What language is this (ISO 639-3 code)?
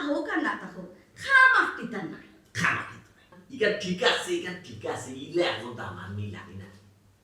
syl